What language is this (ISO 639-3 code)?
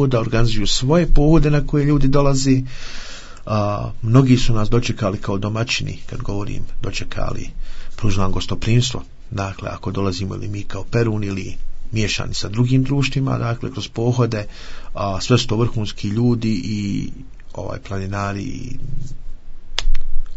hrv